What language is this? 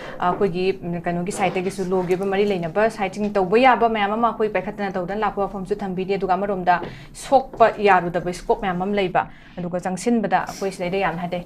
Manipuri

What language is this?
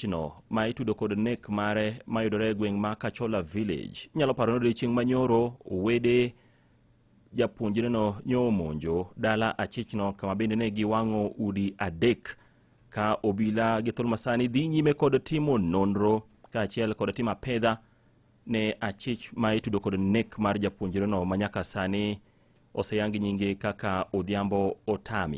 Luo (Kenya and Tanzania)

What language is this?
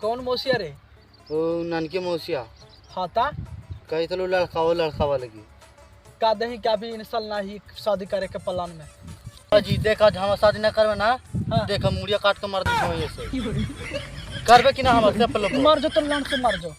Magahi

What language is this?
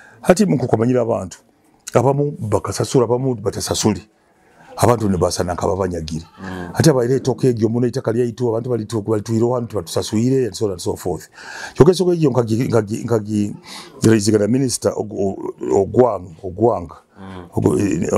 Nyoro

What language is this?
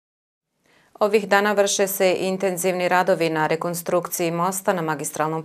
Bosnian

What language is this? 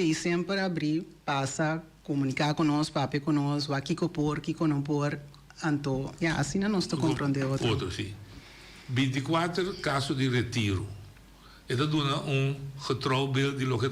Papiamento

